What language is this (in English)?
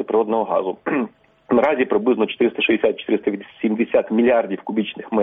Ukrainian